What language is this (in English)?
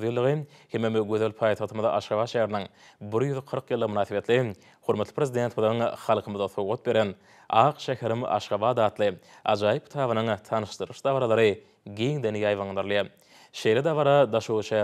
Turkmen